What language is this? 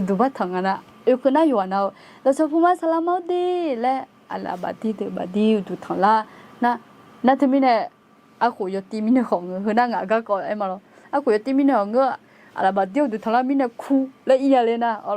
Akha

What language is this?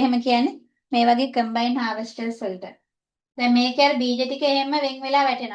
Sinhala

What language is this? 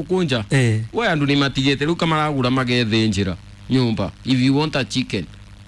Kikuyu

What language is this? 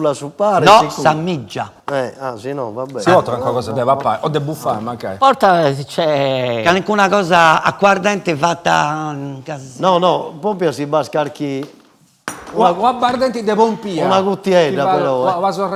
Sardinian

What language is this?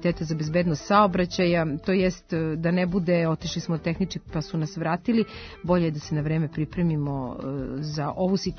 Serbian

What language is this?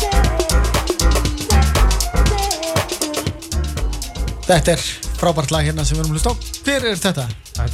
Icelandic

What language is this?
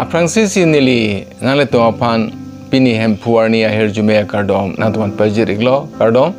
Karbi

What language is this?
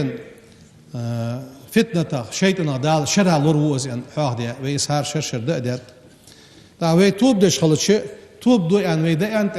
Ingush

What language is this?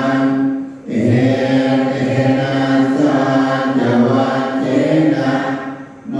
Pali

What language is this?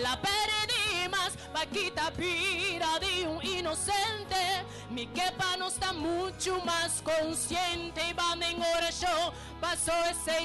Papiamento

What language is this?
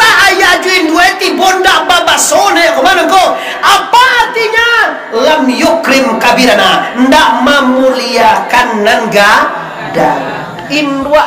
Minangkabau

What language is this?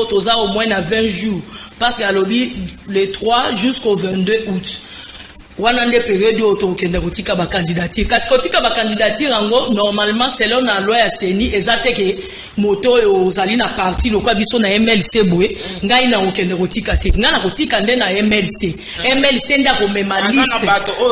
Lingala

